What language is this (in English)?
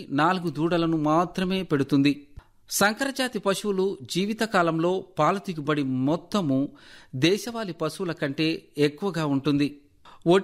Telugu